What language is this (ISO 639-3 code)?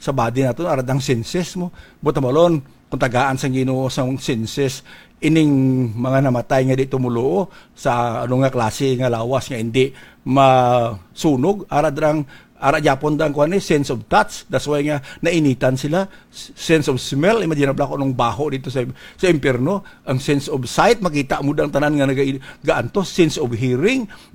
hil